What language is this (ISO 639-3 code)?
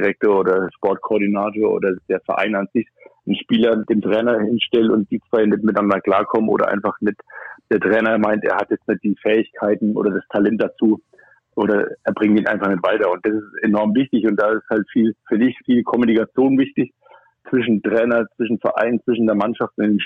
deu